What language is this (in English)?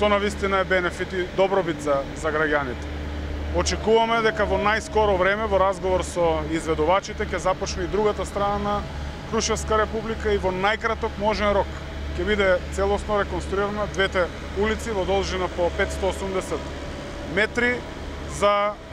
Macedonian